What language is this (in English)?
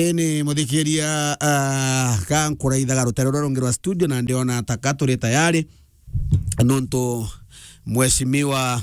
Meru